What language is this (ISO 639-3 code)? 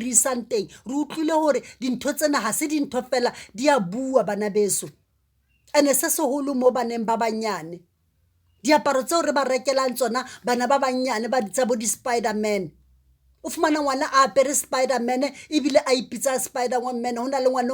sot